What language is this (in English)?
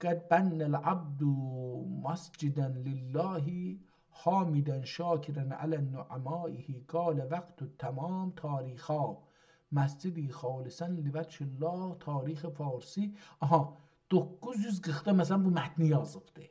South Azerbaijani